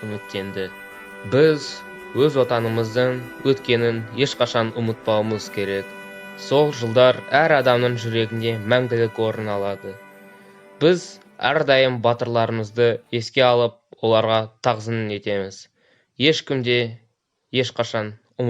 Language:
Kazakh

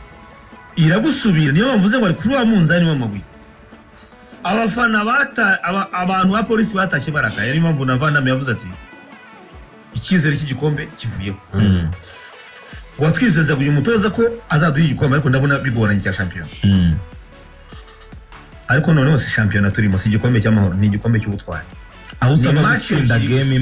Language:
Kinyarwanda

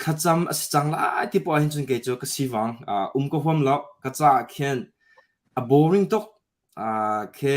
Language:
Hakha Chin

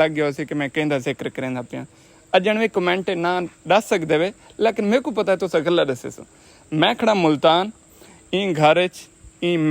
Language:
Saraiki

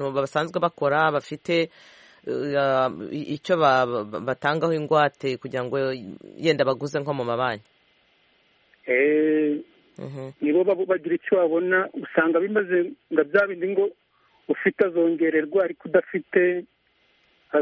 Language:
Kinyarwanda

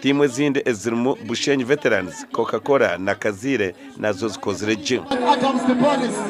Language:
Nyankole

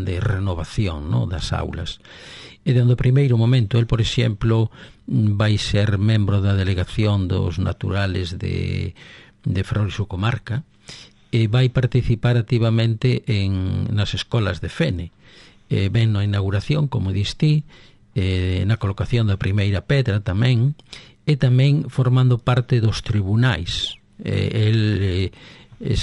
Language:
Galician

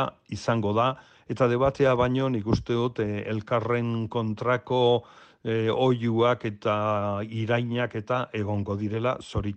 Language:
Basque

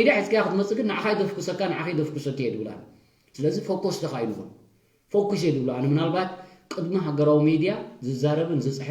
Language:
Tigrinya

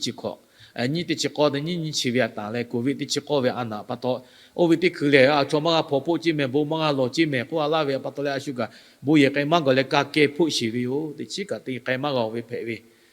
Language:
Lahu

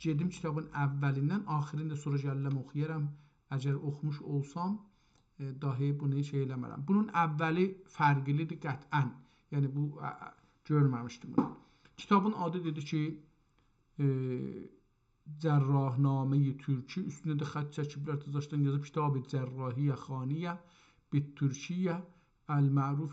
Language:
South Azerbaijani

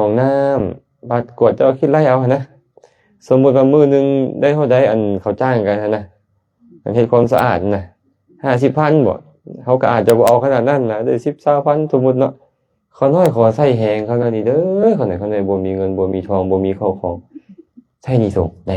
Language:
Lao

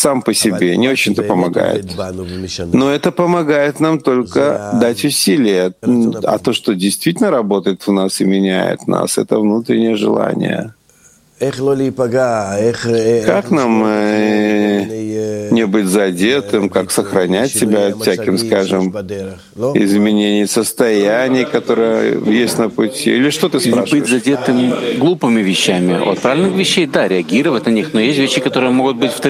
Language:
Russian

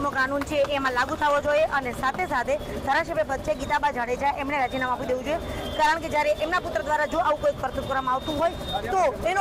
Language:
Gujarati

